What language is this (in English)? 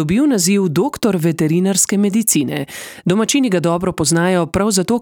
Slovenian